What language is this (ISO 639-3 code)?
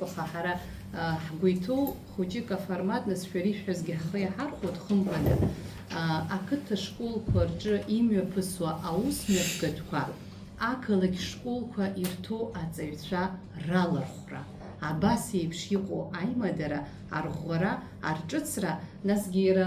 abk